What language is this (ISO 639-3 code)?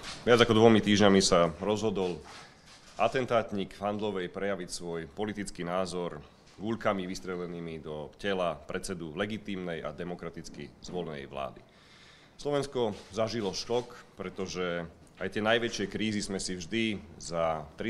slk